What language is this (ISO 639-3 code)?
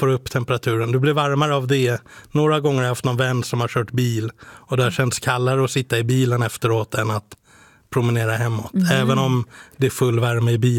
swe